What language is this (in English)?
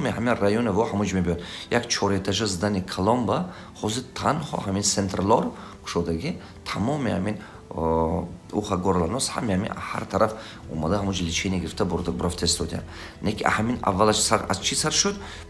Tajik